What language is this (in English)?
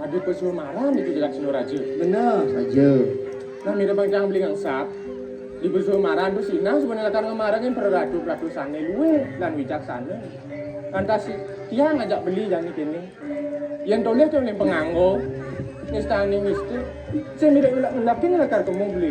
Balinese